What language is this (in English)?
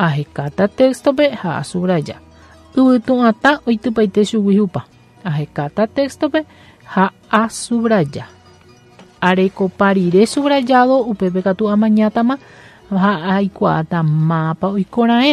Guarani